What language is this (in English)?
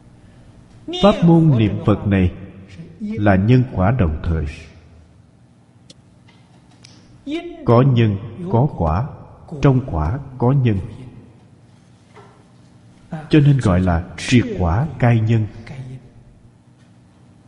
Vietnamese